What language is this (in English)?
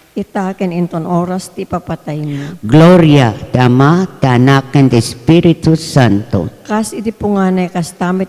Iloko